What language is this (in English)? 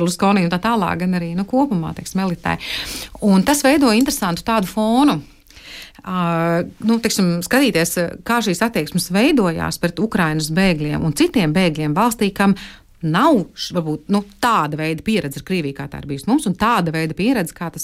Latvian